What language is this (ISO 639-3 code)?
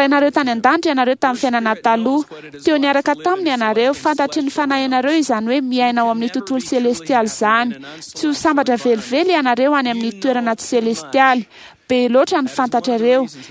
mlg